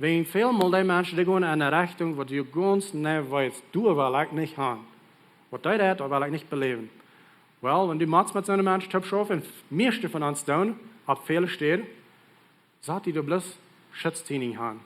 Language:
Plautdietsch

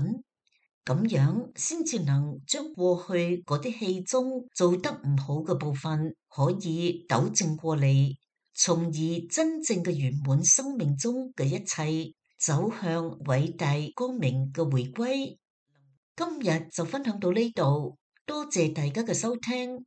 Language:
Cantonese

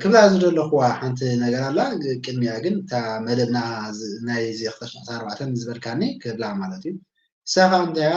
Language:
Tigrinya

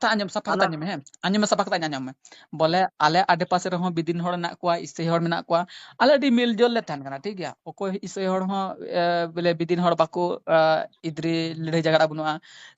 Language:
Santali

